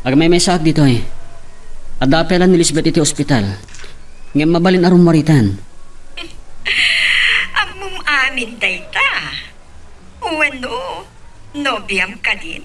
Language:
Iloko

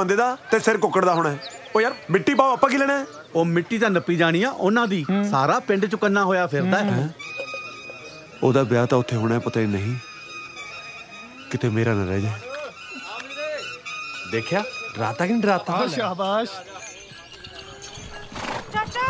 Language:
Punjabi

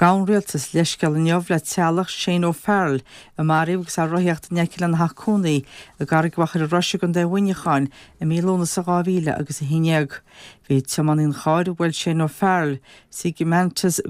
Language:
Irish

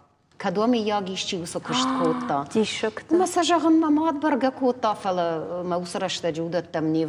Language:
Ossetic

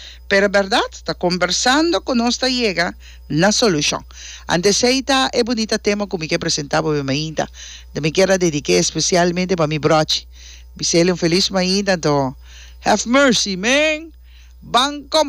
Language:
Papiamento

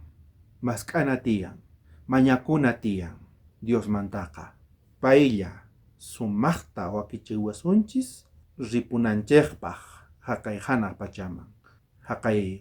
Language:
South Bolivian Quechua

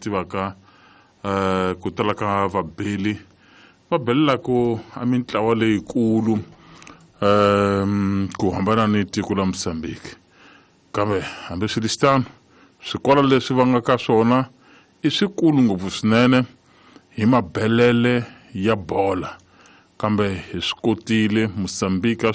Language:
Tsonga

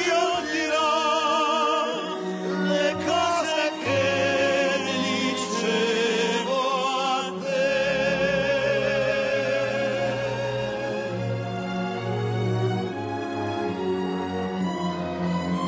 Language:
Italian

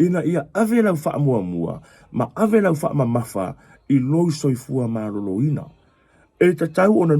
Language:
Samoan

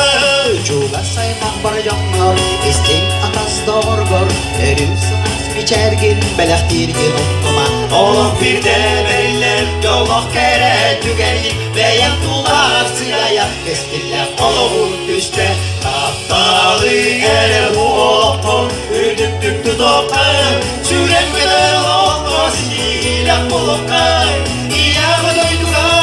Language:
Yakut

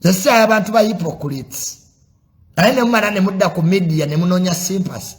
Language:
Ganda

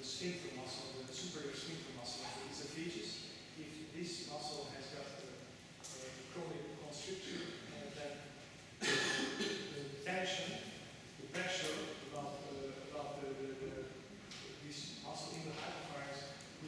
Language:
English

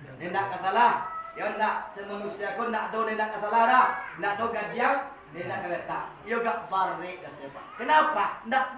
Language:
Minangkabau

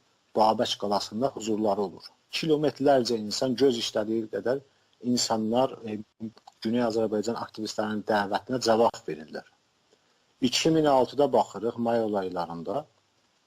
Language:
South Azerbaijani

